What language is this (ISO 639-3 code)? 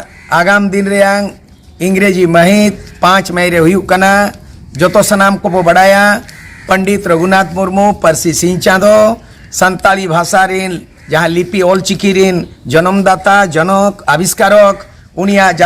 sat